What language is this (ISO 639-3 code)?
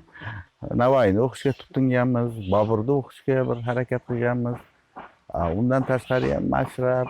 uzb